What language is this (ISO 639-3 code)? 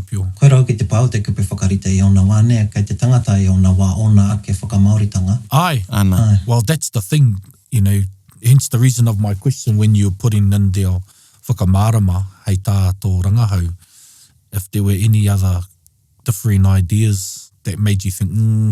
mri